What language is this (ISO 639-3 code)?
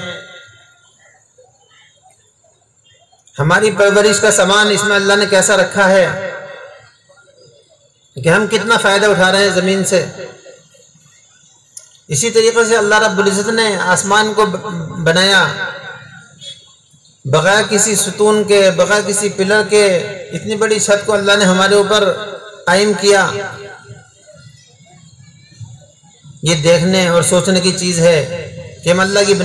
urd